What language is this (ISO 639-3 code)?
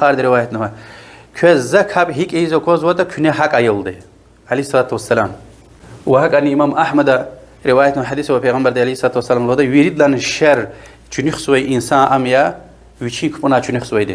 lez